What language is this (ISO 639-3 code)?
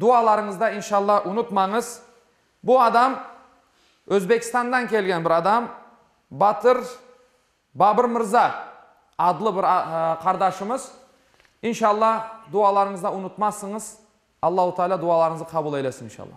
crh